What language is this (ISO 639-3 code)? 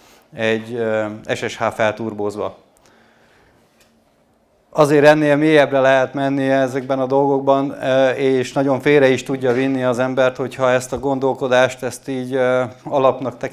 hun